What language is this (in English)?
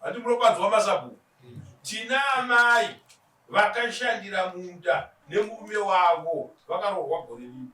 Shona